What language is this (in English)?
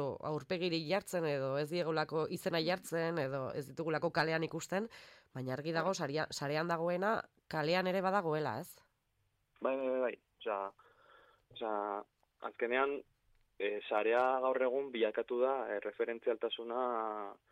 Basque